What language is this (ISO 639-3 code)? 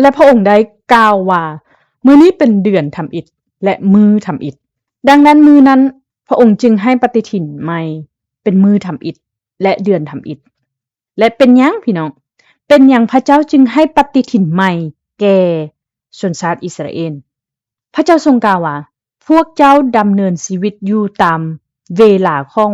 lao